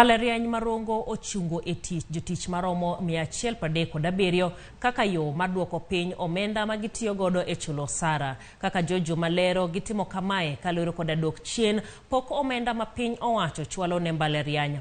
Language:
Luo (Kenya and Tanzania)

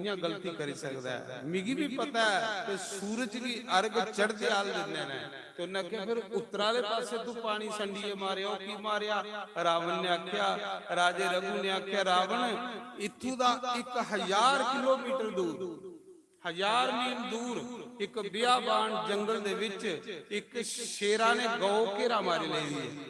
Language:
Dogri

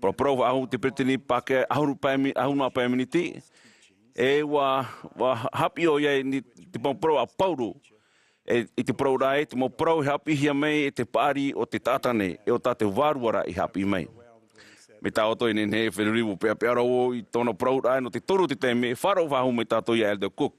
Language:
Tahitian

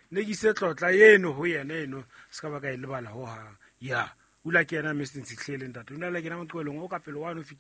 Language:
Southern Sotho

